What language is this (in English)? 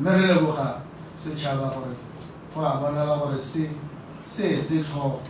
Tswana